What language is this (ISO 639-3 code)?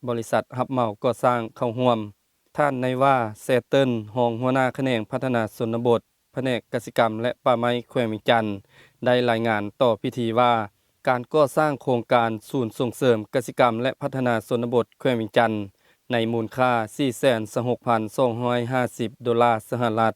lao